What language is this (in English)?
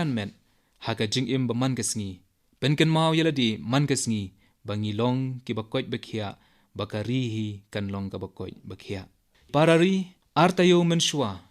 Khasi